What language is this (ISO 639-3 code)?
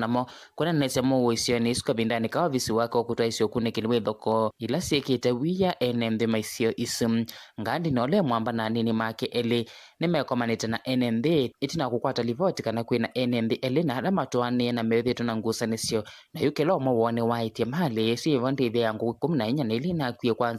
kam